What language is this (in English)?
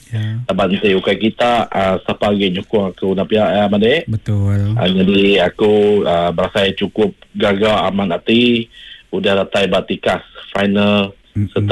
Iban